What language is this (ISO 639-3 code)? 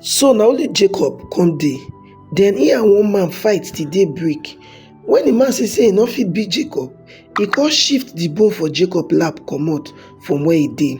pcm